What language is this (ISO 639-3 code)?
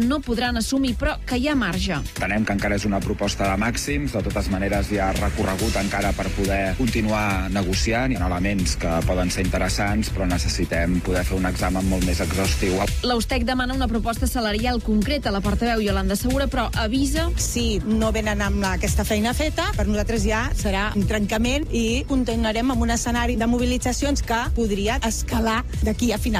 cat